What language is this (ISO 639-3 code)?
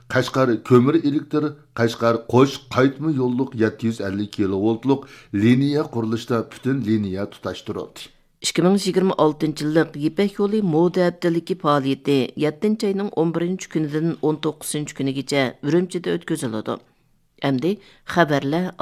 uig